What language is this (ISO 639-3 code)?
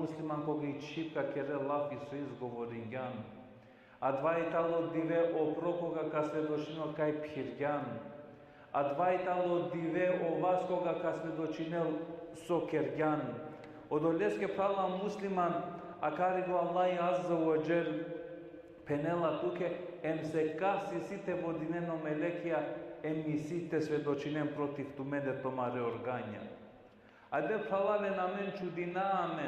rmn